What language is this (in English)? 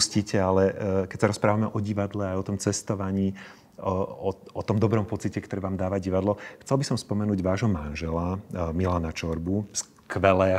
Slovak